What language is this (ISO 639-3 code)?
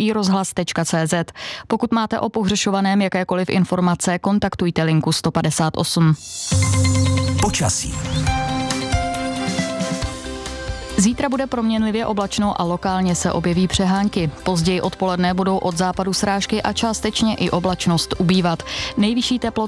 ces